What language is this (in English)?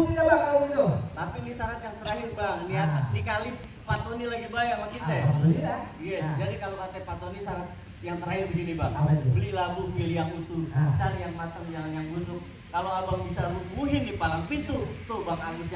Betawi